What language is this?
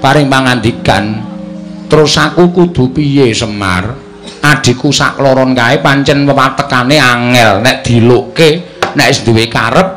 Javanese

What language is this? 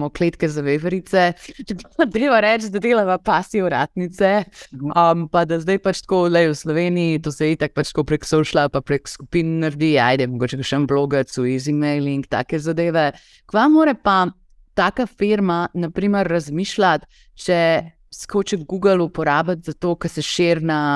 Slovenian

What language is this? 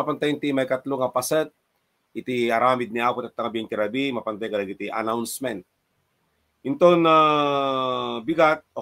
Iloko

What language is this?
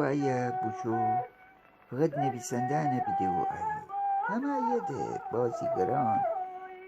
Gilaki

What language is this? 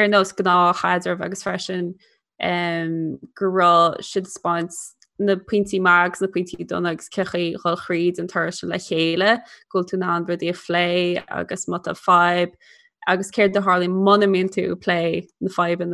Irish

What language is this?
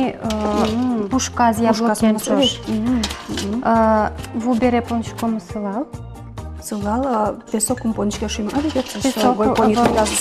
Udmurt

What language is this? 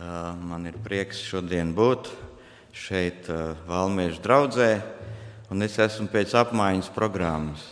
Latvian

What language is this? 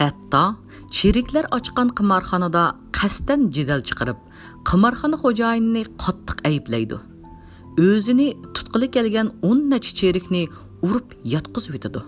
Uyghur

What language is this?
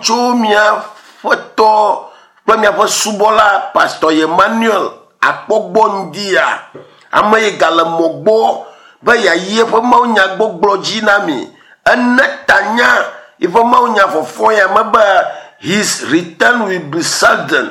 Ewe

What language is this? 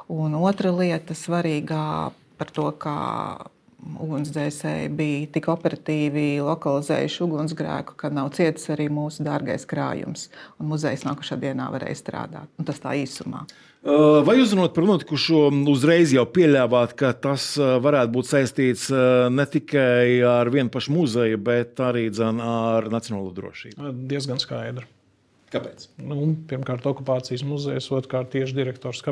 Latvian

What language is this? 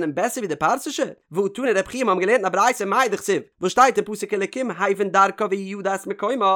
Yiddish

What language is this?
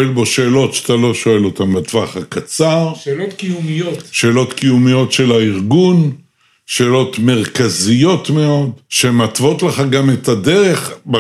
Hebrew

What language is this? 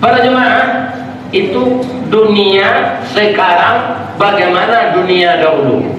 Minangkabau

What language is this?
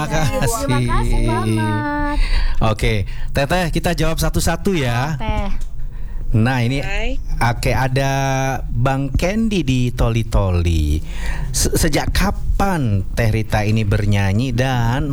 Indonesian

